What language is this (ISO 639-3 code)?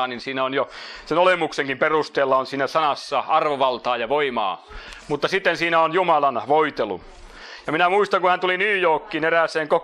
fin